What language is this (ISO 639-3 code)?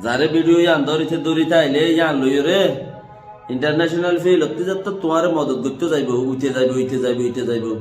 rhg